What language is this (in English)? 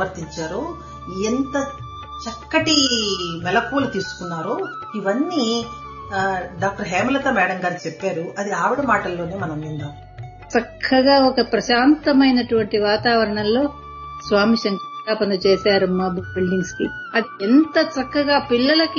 Telugu